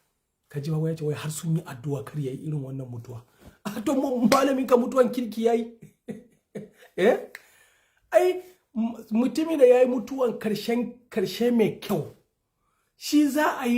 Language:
Hausa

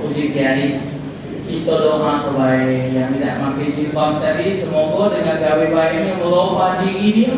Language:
Musi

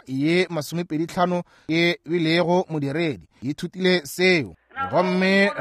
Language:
Northern Sotho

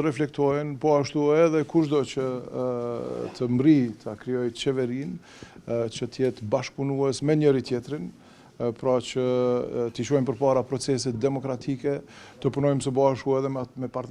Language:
Albanian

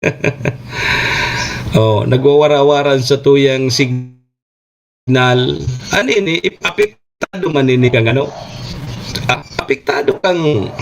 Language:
Bikol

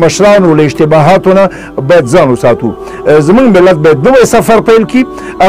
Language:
Pashto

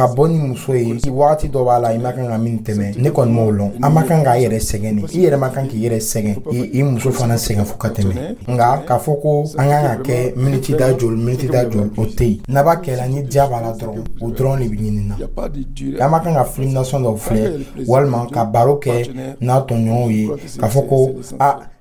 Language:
Dyula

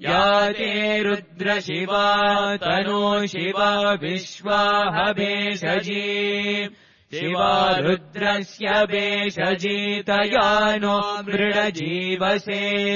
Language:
Sanskrit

